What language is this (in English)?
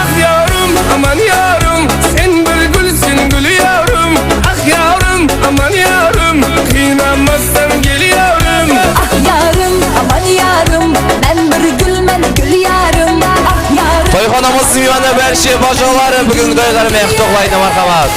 Kara-Kalpak